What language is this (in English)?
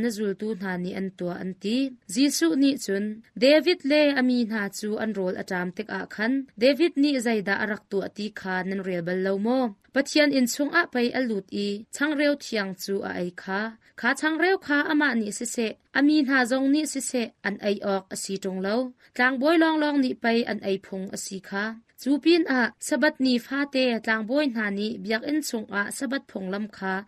Hakha Chin